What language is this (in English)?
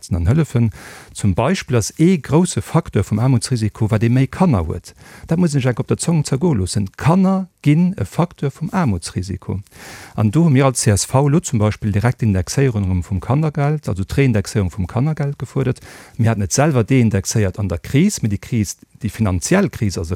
Luxembourgish